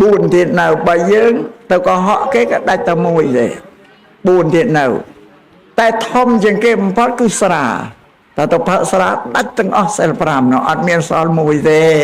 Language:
Khmer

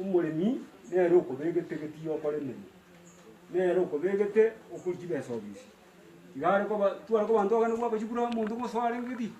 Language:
Gusii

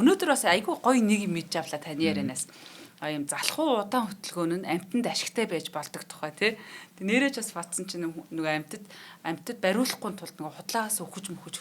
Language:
Mongolian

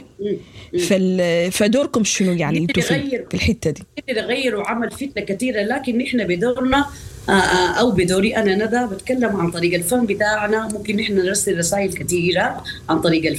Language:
Sudanese Arabic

